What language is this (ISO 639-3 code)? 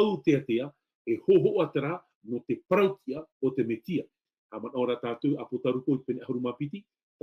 tah